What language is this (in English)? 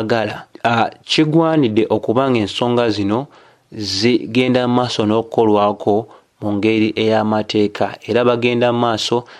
Ganda